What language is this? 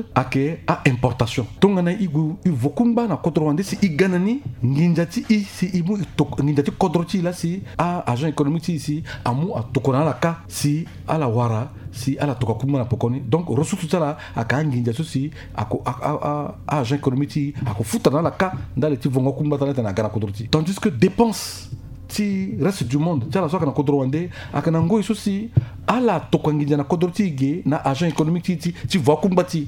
Sango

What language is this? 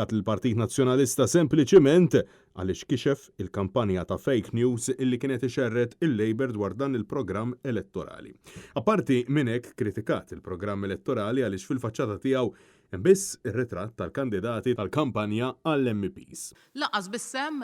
Maltese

